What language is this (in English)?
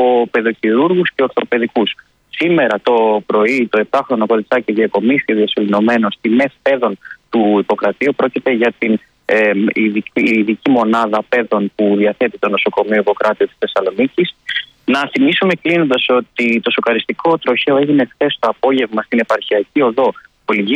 Greek